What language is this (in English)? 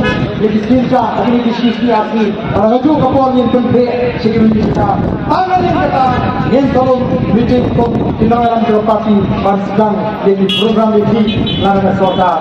Khasi